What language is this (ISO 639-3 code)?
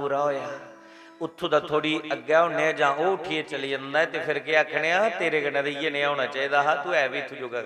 doi